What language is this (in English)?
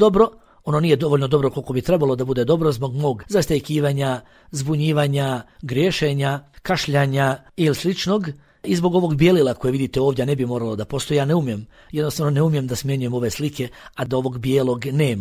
Bosnian